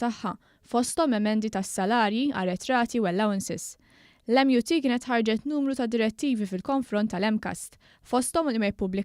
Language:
Maltese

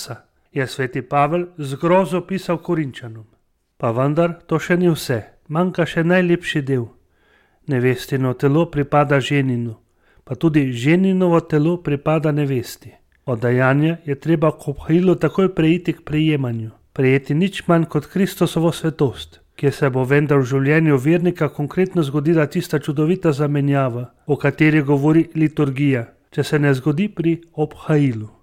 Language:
Slovenian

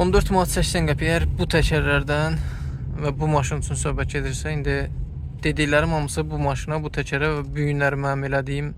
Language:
Azerbaijani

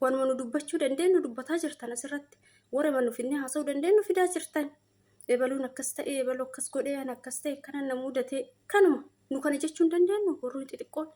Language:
Oromo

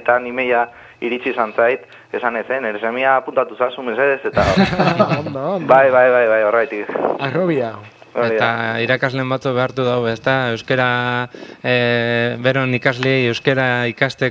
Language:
Basque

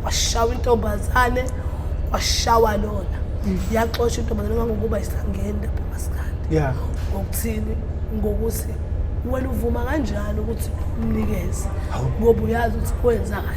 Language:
Zulu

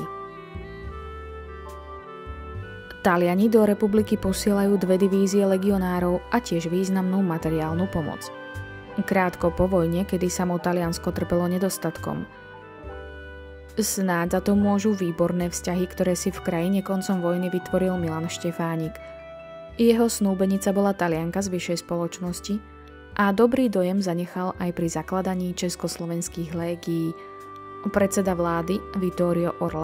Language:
Slovak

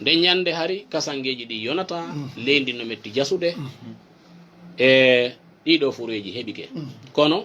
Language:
Fula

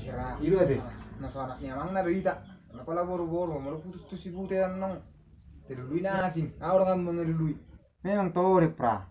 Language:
Batak Toba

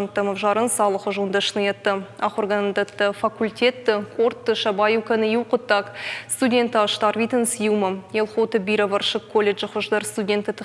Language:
Ossetic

